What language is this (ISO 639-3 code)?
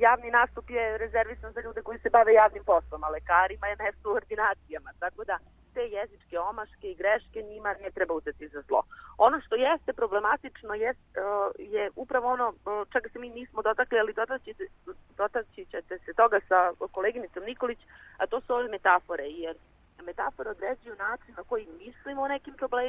srp